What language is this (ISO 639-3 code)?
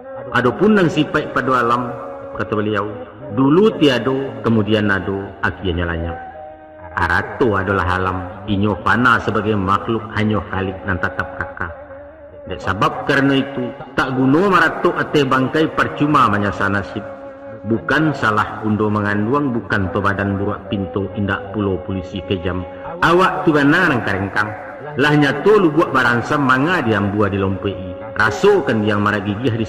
min